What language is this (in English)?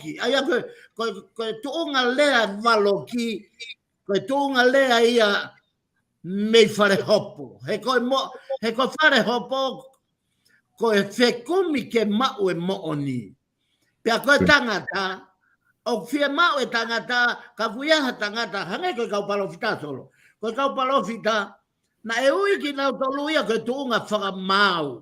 Tongan